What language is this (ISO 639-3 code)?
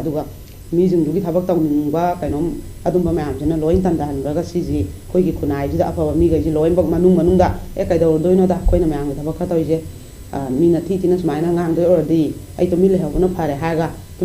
mni